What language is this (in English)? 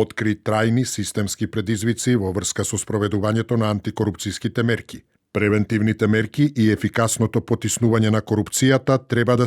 Macedonian